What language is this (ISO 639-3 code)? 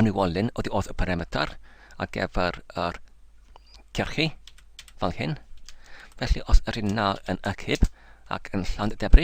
cym